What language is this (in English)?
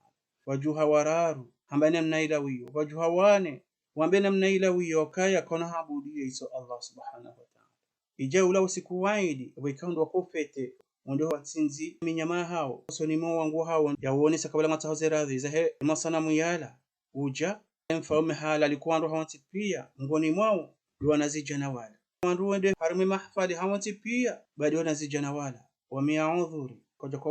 Ngazidja Comorian